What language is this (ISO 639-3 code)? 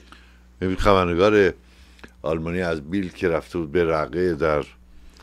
fas